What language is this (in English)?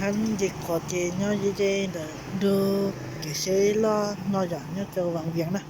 Hmong